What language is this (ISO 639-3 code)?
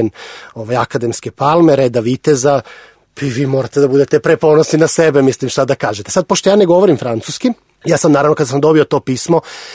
srp